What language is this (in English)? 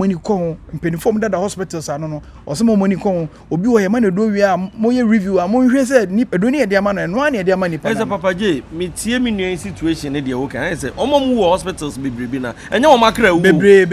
Akan